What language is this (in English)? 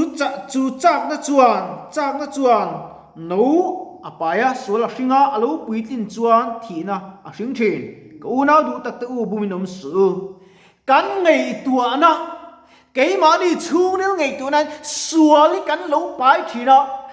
Mizo